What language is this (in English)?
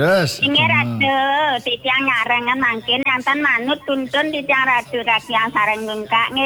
Balinese